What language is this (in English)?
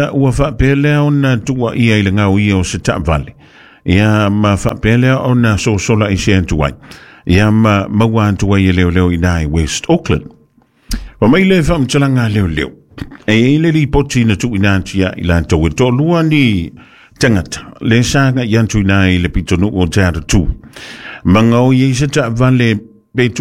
Samoan